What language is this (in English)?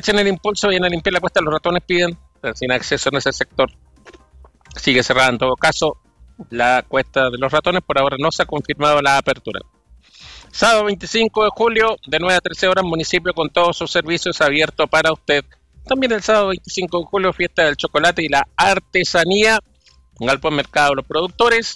Spanish